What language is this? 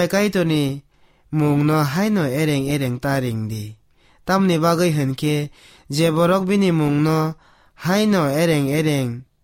Kok Borok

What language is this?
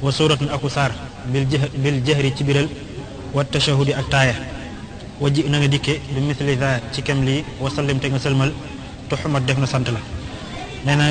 Wolof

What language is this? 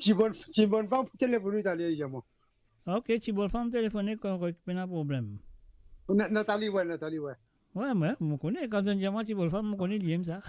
Morisyen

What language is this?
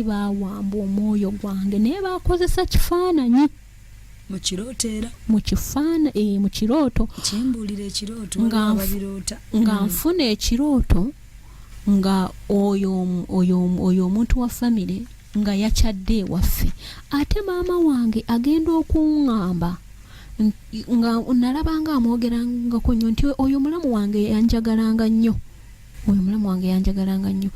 Ganda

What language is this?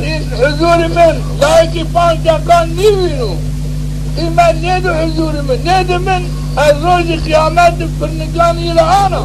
Zaza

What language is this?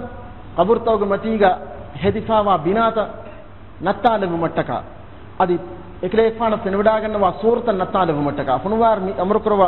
Divehi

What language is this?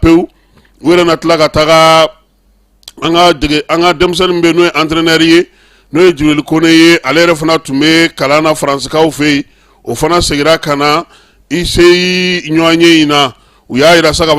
Bambara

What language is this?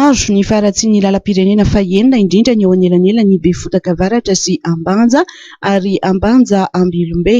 Malagasy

